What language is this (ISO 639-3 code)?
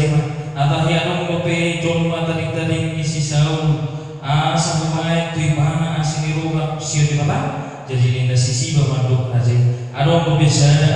bbc